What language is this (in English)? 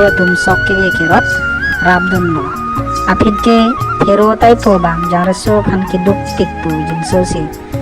Karbi